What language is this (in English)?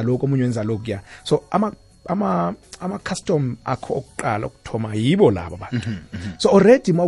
South Ndebele